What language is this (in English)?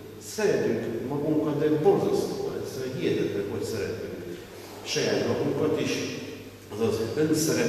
Hungarian